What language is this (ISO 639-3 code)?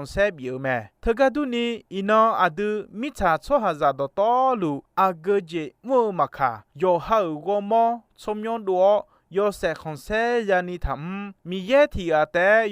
ahk